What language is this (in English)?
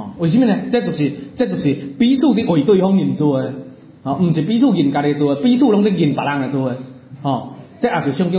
Min Nan Chinese